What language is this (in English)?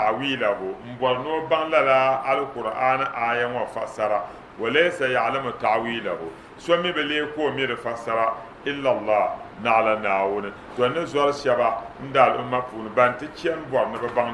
Dagbani